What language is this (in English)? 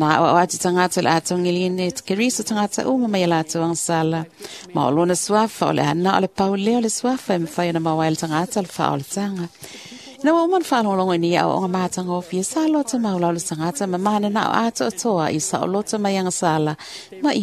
Samoan